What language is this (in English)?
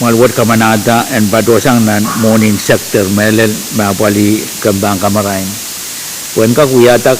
Pohnpeian